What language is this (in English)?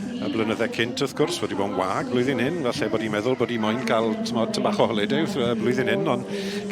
Welsh